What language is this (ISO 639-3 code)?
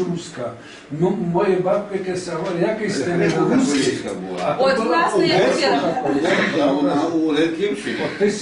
rue